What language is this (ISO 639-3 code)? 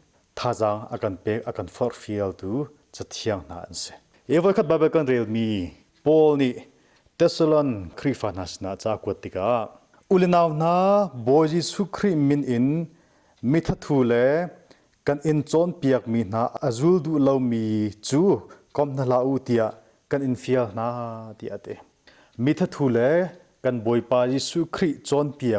cnh